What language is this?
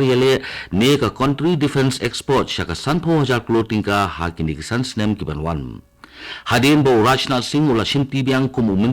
Khasi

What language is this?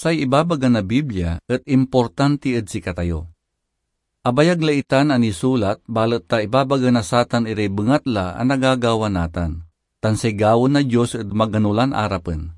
Pangasinan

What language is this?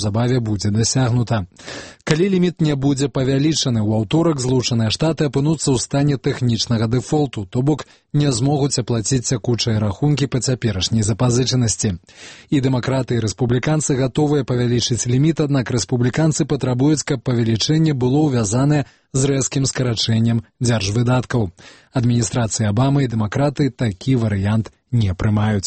Belarusian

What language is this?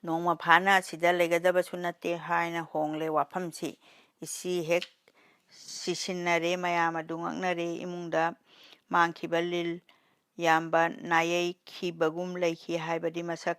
Manipuri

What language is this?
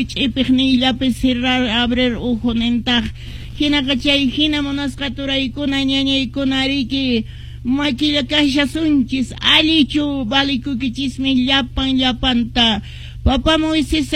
Quechua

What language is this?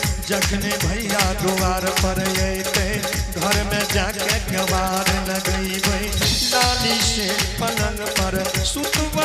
Angika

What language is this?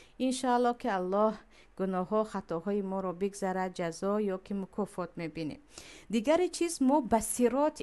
Tajik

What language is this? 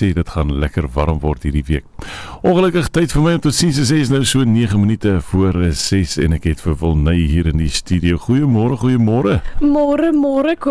Afrikaans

